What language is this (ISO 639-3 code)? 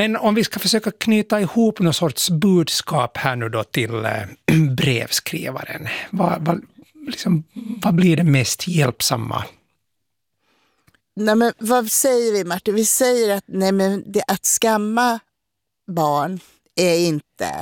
swe